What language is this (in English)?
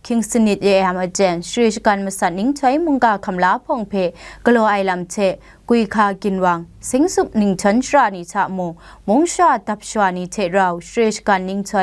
Kachin